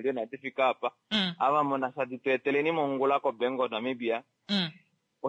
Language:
Kuanyama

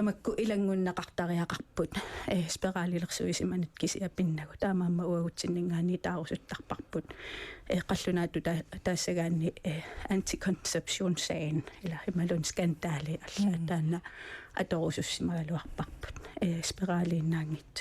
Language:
Kalaallisut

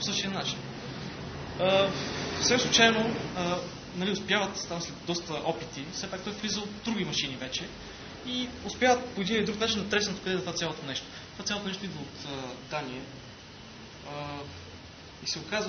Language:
Bulgarian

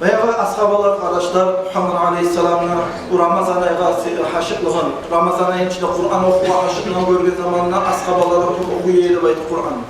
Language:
Kumyk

